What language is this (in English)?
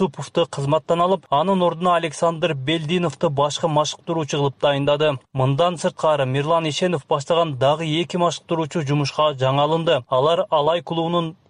Kyrgyz